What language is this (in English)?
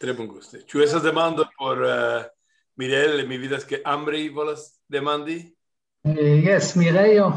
Esperanto